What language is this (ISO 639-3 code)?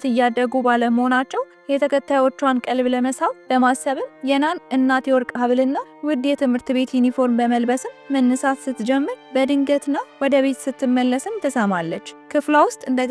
amh